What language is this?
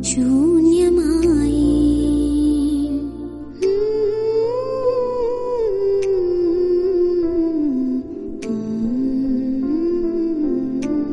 Malayalam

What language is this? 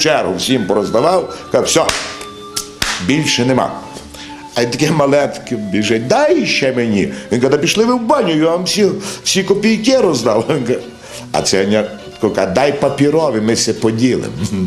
Ukrainian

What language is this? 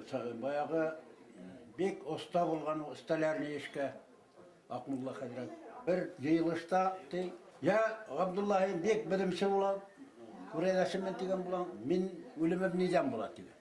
Bashkir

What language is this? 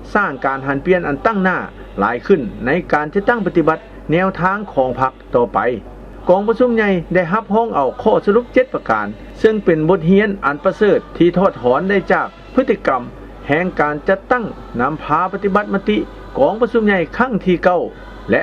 Lao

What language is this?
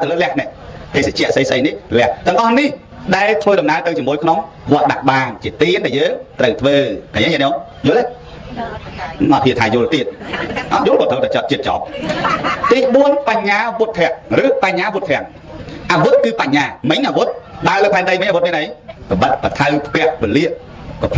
Khmer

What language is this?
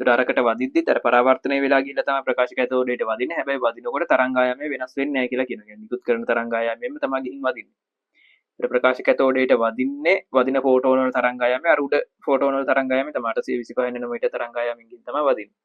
Sinhala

